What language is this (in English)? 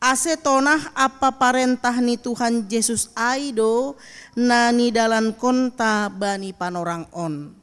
Batak Simalungun